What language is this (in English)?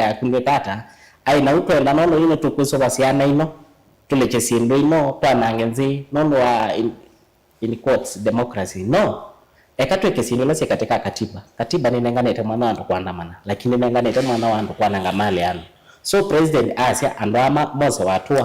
Kamba